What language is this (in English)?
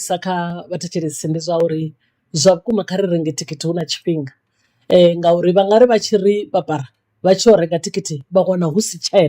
Venda